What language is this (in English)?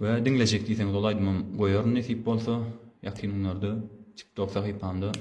Turkmen